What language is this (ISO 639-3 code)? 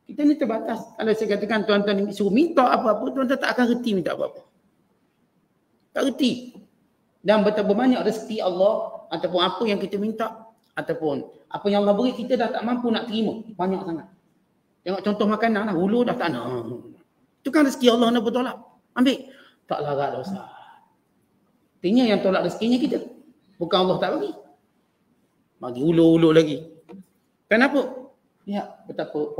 msa